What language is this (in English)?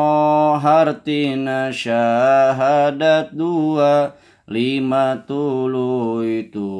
Sundanese